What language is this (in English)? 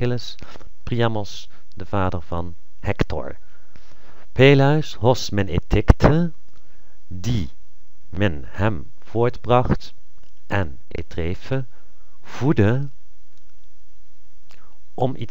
Dutch